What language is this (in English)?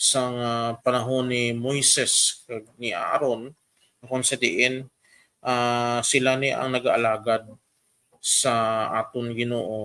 Hiligaynon